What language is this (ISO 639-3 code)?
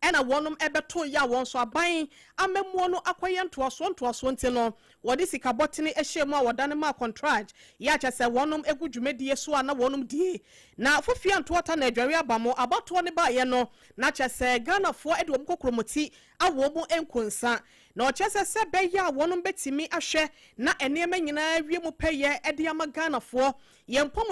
aka